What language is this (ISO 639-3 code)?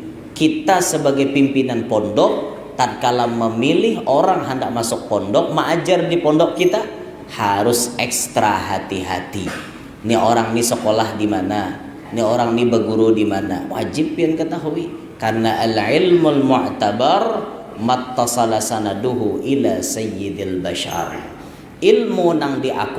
bjn